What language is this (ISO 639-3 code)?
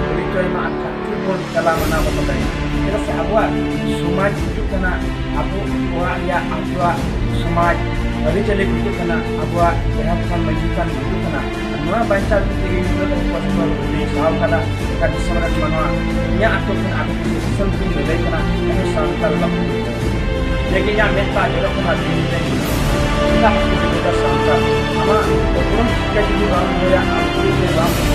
sat